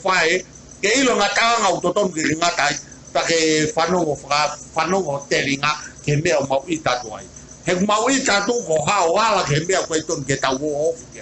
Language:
Tongan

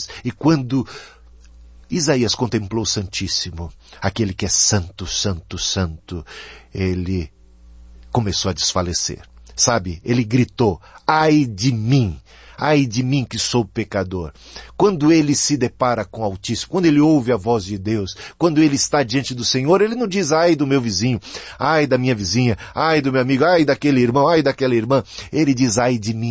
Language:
Portuguese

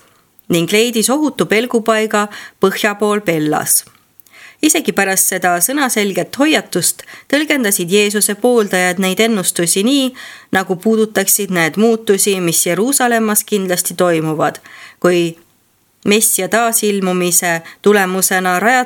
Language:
Estonian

